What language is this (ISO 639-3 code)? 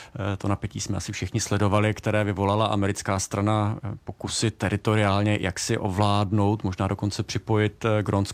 ces